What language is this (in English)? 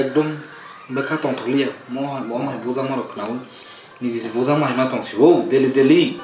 Kok Borok